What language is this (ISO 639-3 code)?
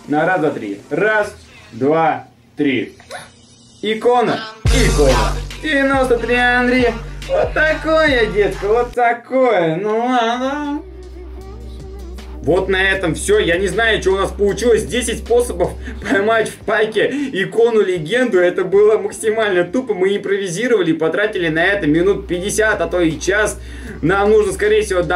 rus